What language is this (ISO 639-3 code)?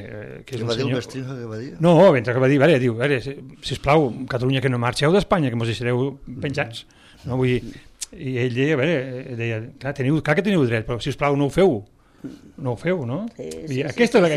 cat